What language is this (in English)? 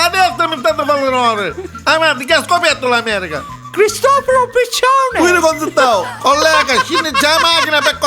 Neapolitan